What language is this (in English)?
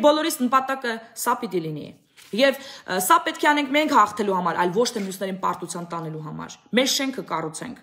Armenian